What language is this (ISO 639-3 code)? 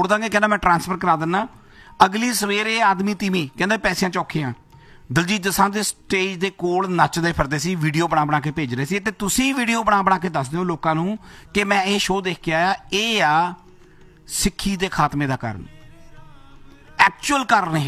pan